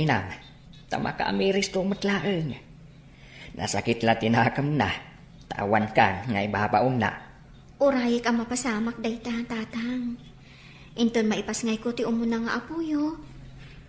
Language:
Iloko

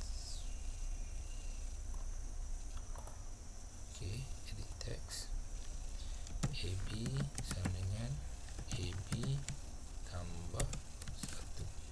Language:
Malay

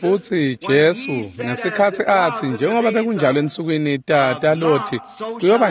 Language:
Swati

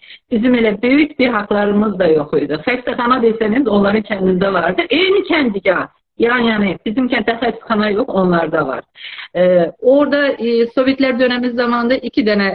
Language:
South Azerbaijani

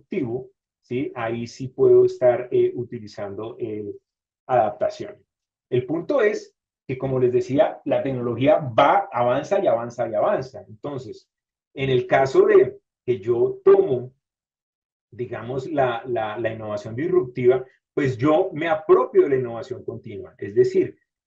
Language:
Spanish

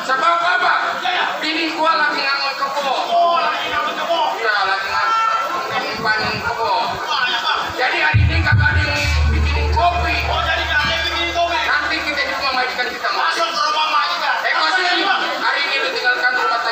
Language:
Betawi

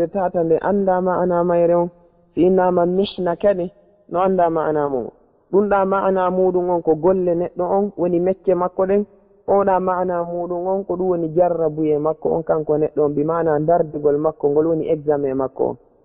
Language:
Fula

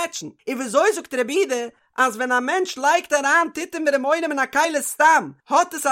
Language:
Yiddish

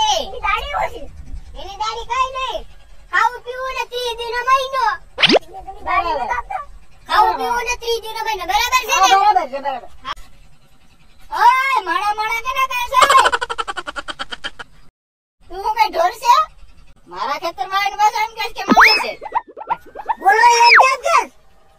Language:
Gujarati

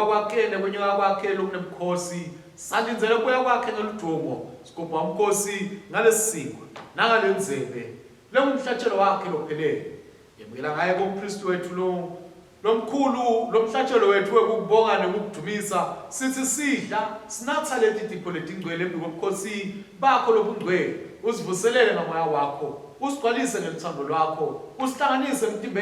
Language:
Swati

